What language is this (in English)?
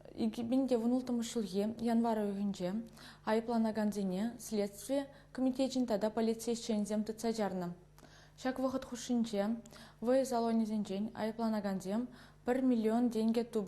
Chuvash